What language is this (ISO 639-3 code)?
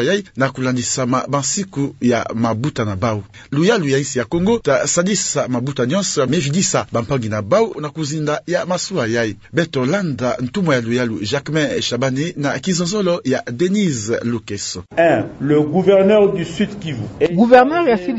ktu